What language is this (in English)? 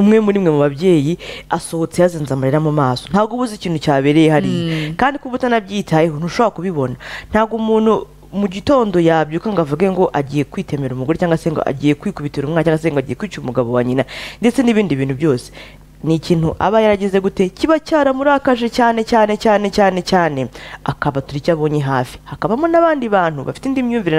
Kinyarwanda